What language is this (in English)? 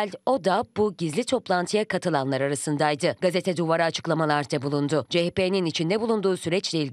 Turkish